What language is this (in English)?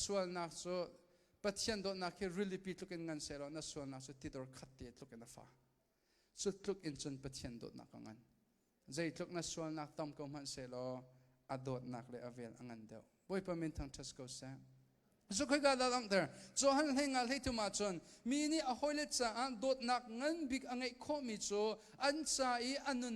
Hakha Chin